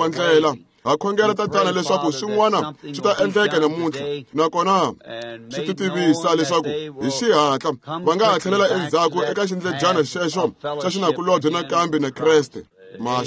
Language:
Tsonga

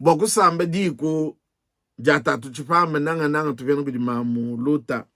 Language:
Luba-Lulua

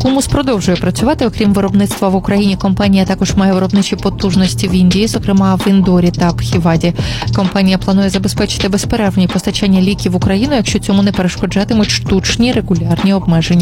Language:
Ukrainian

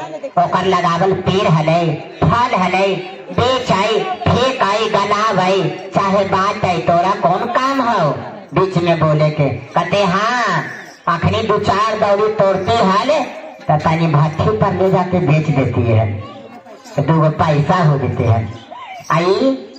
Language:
Magahi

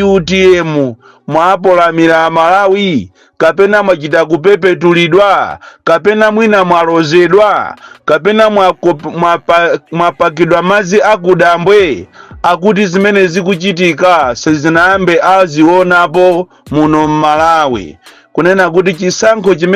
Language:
Nyanja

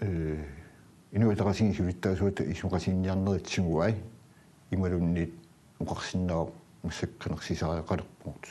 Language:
Kalaallisut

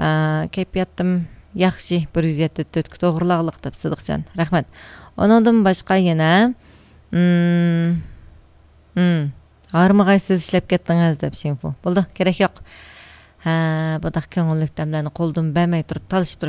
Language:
Uyghur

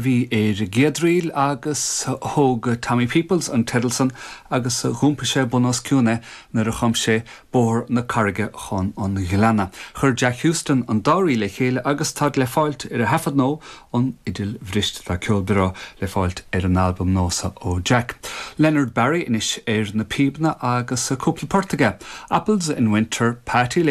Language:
Irish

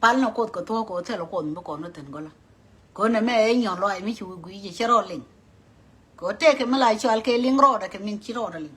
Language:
Nuer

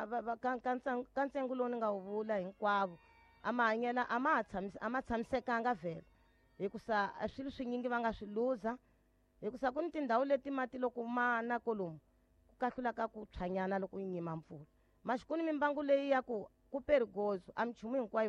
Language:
Tsonga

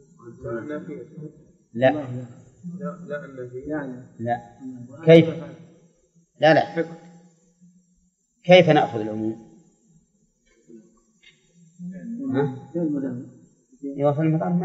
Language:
Arabic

